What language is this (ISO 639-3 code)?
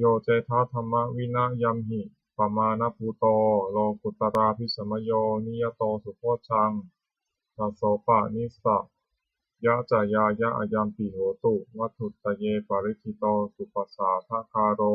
pli